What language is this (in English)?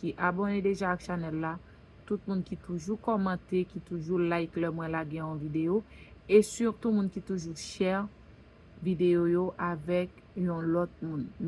Haitian Creole